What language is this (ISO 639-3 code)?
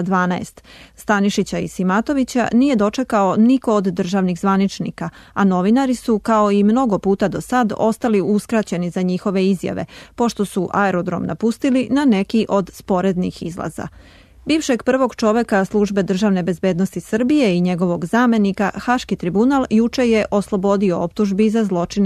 srp